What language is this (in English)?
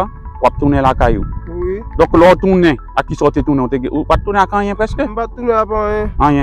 Haitian Creole